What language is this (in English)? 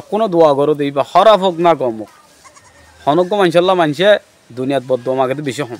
Rohingya